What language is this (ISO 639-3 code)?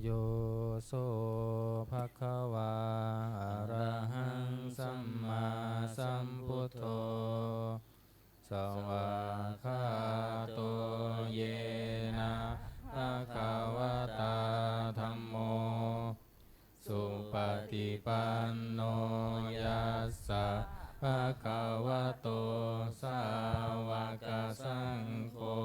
pli